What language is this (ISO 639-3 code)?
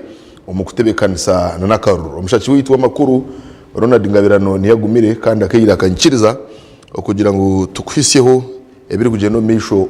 nyn